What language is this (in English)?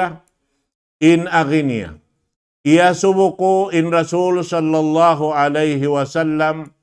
Tausug